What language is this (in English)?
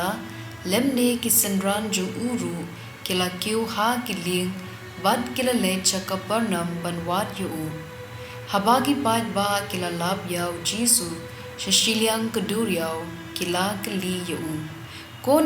Khasi